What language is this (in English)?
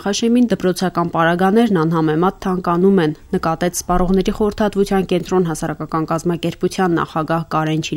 Armenian